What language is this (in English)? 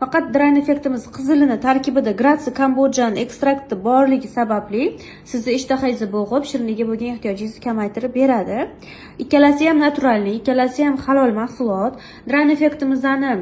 Uzbek